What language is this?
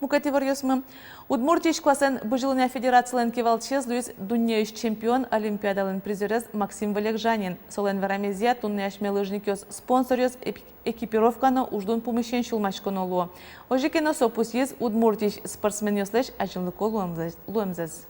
Udmurt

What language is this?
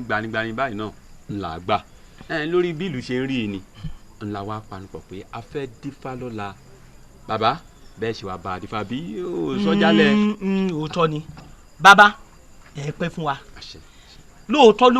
Yoruba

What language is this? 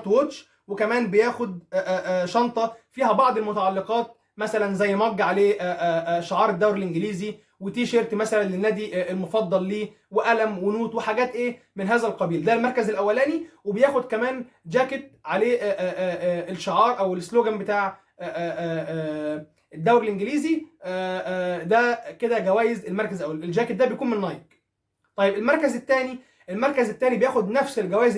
Egyptian Arabic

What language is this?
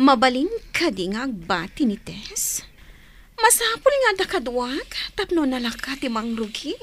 Iloko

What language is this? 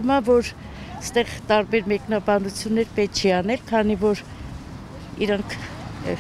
Armenian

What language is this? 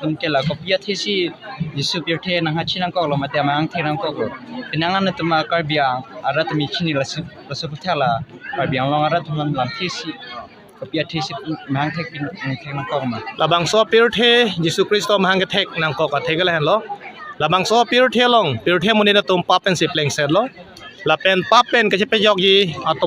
Karbi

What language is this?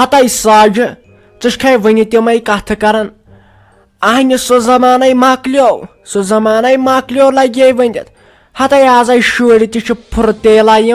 Kashmiri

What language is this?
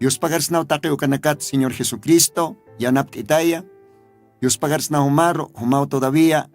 Aymara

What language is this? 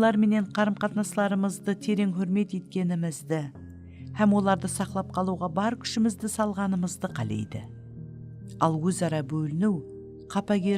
Kara-Kalpak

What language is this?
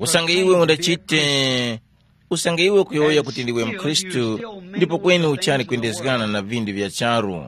Tumbuka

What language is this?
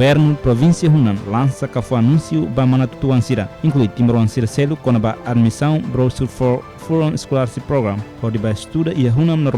Tetum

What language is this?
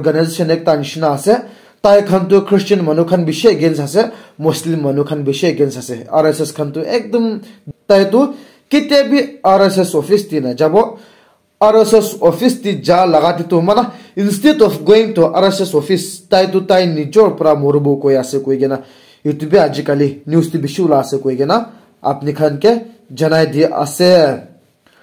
Naga Pidgin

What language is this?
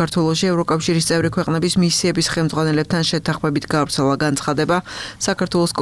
Georgian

